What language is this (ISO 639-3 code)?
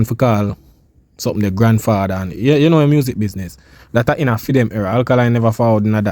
jam